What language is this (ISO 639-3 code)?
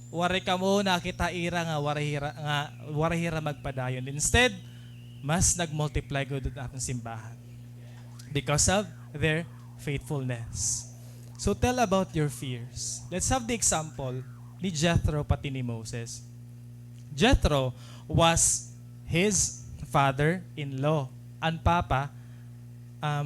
war